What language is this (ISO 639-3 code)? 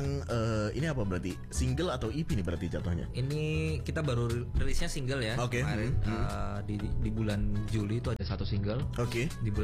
ind